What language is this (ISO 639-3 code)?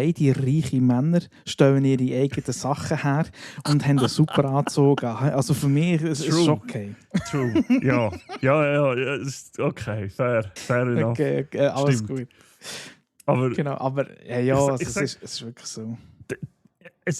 gsw